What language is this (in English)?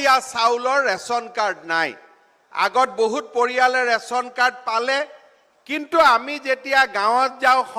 Assamese